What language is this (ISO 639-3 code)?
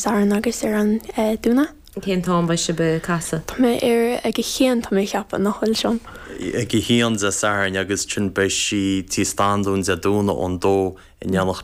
gle